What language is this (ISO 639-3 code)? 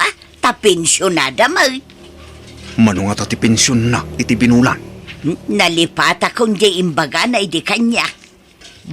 ilo